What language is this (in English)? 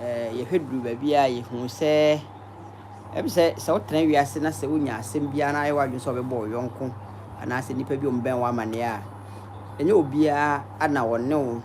Akan